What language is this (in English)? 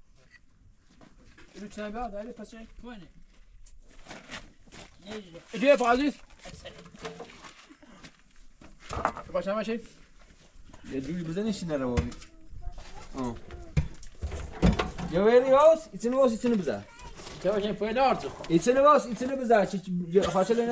Persian